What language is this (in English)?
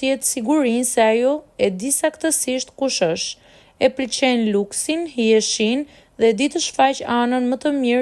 Albanian